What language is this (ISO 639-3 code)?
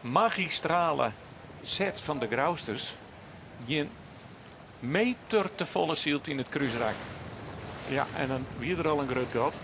fry